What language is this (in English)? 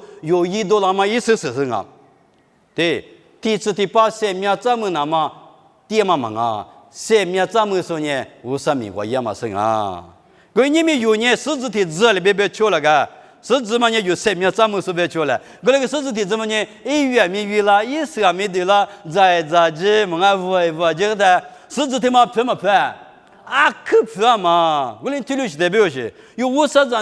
Lisu